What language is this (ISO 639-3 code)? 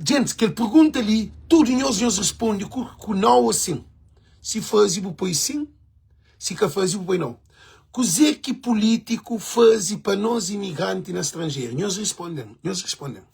kea